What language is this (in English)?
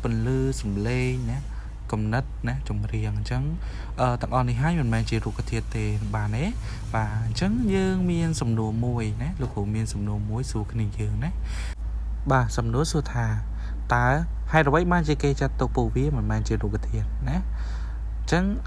Khmer